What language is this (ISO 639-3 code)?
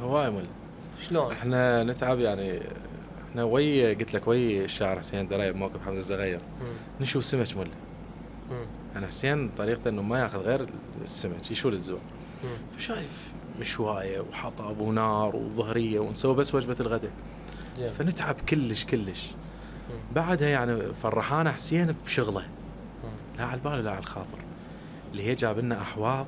acm